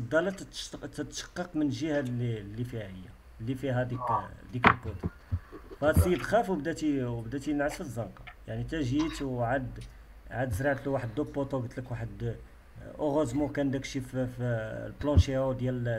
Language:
Moroccan Arabic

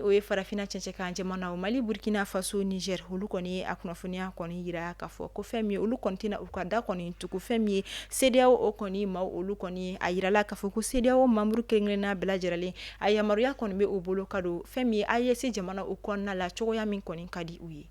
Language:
Bambara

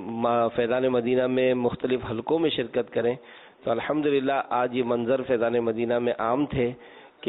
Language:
Urdu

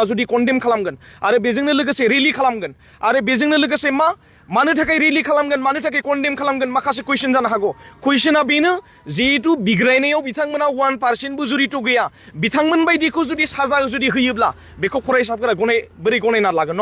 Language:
Bodo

